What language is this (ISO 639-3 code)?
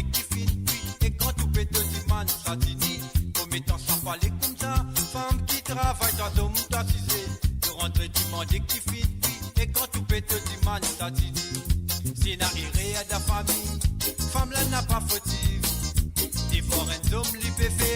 mfe